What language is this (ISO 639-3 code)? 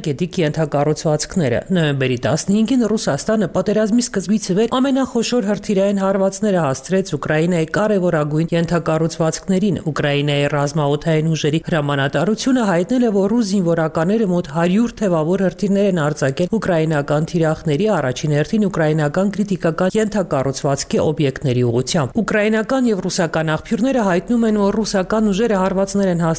hye